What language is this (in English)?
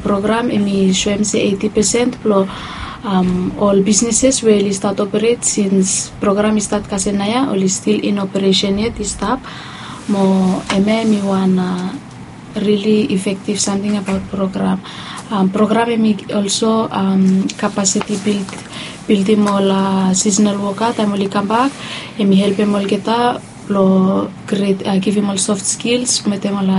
Bislama